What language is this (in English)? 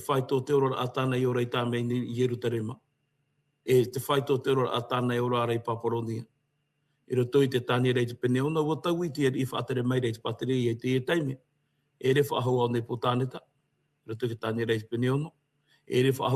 Tahitian